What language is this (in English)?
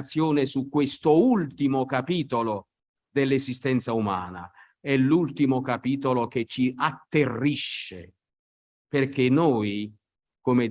Italian